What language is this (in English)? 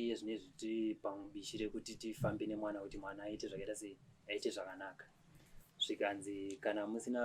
Shona